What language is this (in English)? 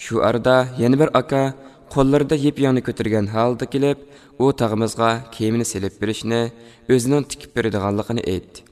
Uyghur